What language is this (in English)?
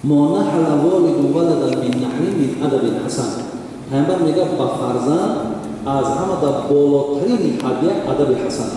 Tajik